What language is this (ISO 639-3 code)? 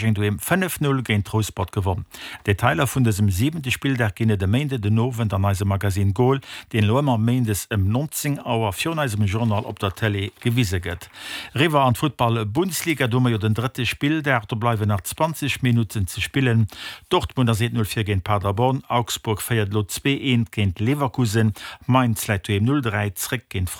ltz